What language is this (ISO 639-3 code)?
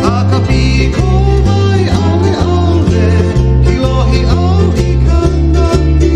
haw